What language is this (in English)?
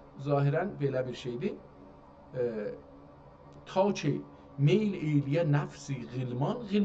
South Azerbaijani